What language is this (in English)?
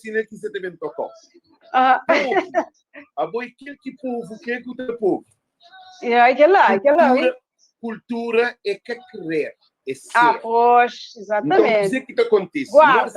Kabuverdianu